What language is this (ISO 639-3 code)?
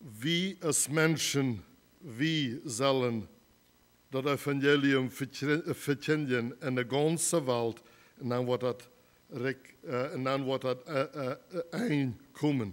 pdt